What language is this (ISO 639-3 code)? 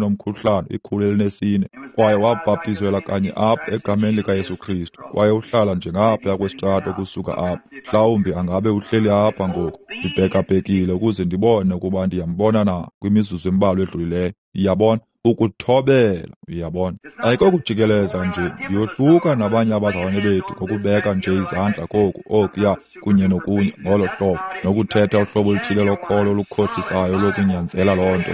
xho